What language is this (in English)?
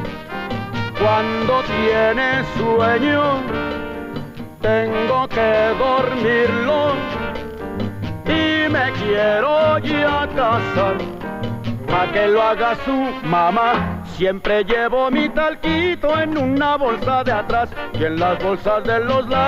Spanish